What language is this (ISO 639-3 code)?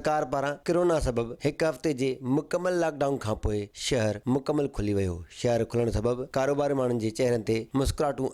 snd